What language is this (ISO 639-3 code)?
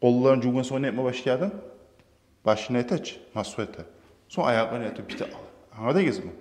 kum